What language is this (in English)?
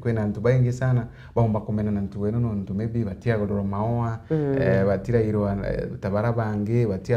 Meru